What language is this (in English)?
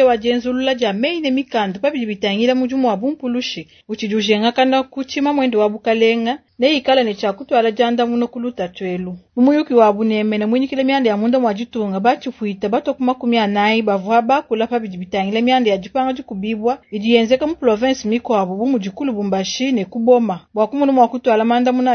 Luba-Lulua